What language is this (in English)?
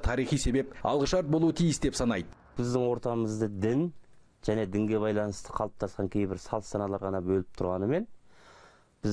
Kazakh